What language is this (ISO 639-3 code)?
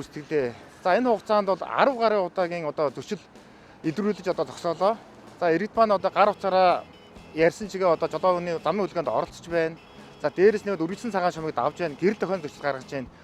mon